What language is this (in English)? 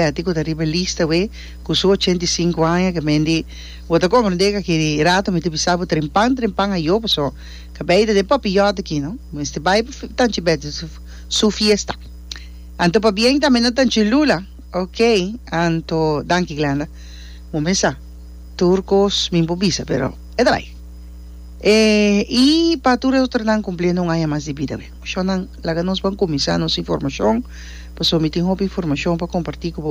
Papiamento